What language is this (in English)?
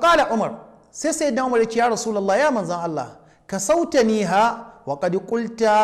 Hausa